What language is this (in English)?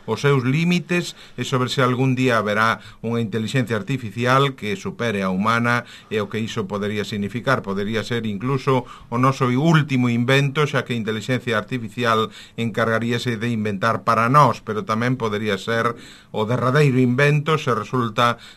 Galician